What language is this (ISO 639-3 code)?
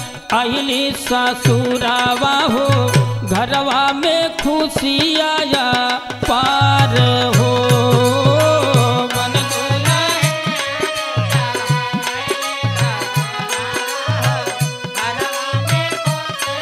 bho